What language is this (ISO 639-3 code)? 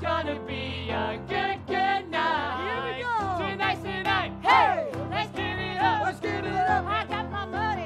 eng